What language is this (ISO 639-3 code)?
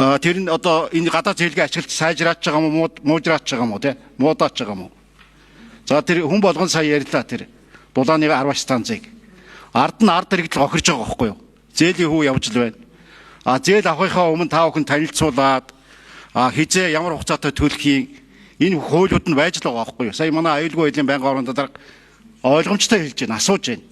mon